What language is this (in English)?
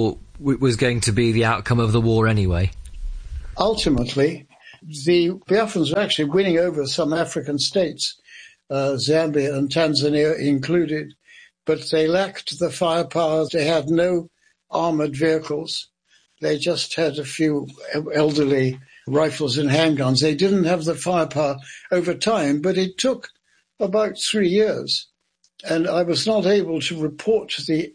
English